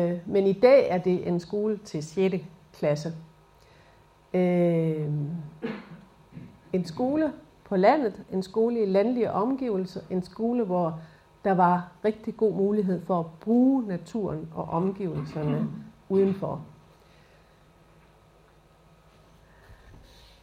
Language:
Danish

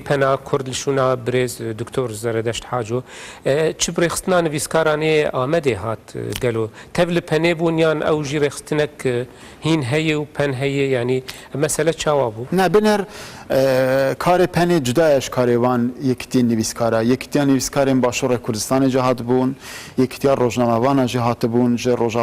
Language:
Kurdish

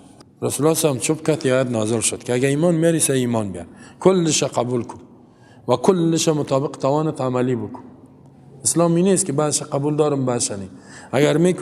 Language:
Persian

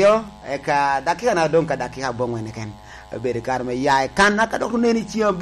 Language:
Lango (Uganda)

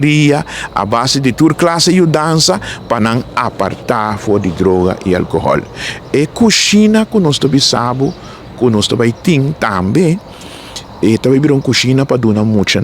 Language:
Papiamento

